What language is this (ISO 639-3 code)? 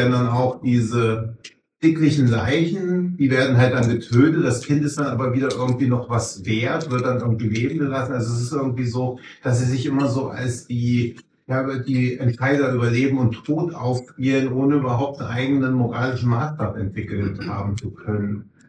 deu